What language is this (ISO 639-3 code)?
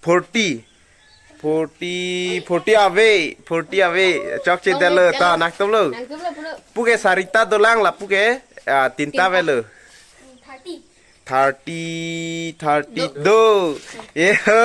mjw